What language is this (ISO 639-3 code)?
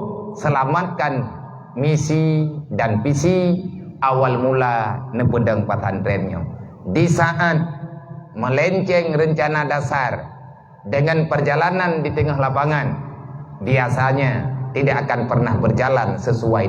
ace